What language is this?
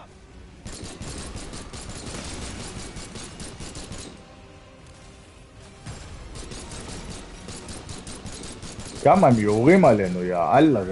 Hebrew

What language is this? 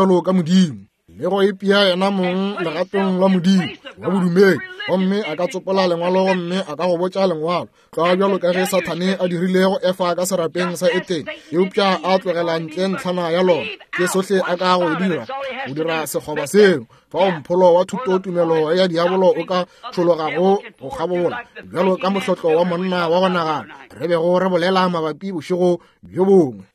Northern Sotho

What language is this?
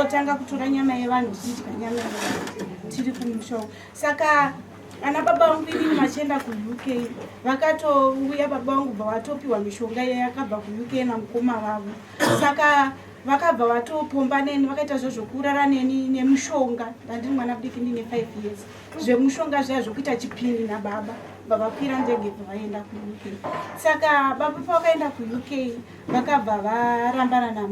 Shona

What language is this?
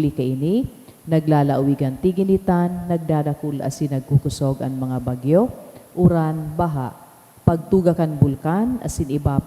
Bikol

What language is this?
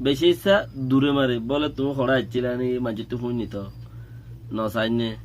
Rohingya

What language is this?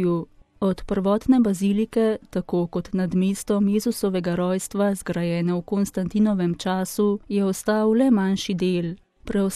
Slovenian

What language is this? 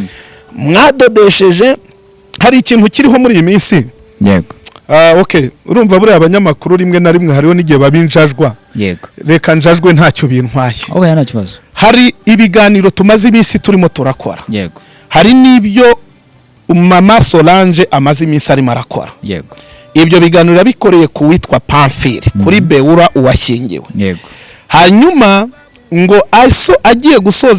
Kinyarwanda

